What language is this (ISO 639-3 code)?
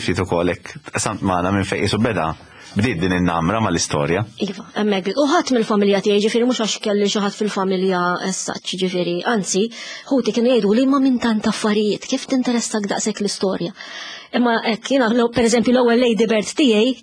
mlt